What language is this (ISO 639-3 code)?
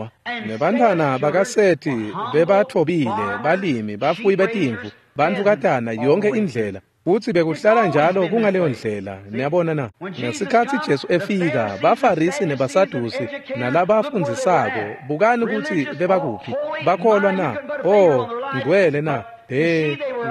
ssw